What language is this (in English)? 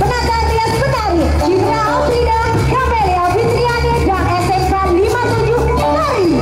Betawi